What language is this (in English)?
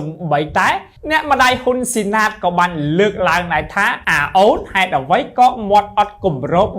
Khmer